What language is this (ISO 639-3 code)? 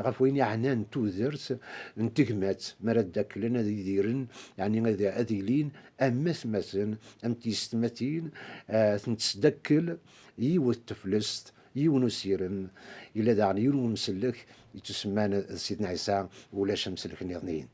kab